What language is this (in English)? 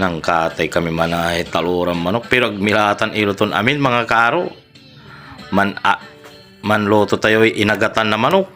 Pangasinan